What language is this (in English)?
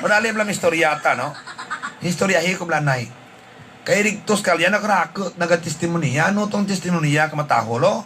Hiligaynon